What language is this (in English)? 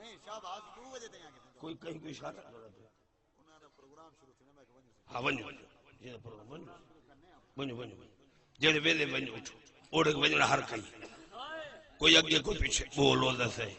Saraiki